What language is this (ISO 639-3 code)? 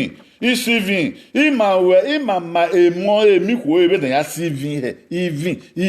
bin